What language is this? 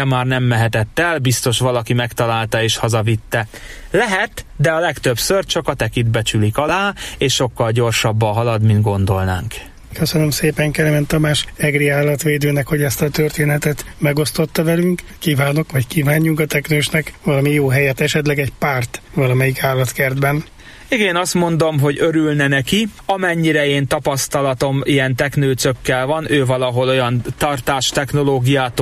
Hungarian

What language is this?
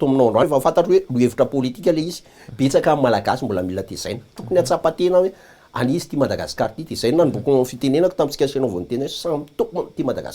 Malagasy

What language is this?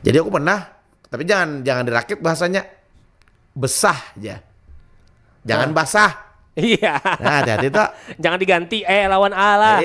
Banjar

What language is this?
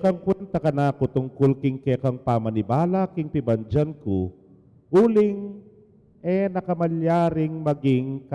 Pampanga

